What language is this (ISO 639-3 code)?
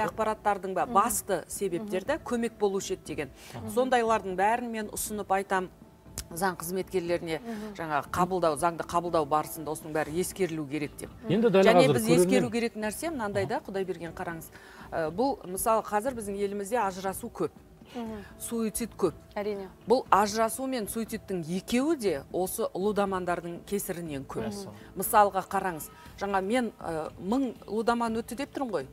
kaz